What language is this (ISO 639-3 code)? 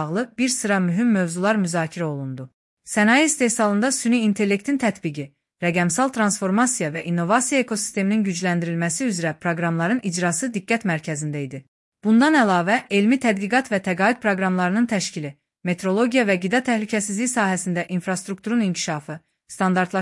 aze